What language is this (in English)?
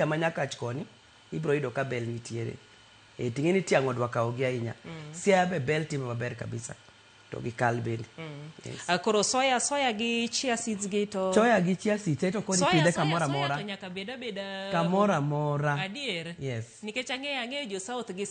Luo (Kenya and Tanzania)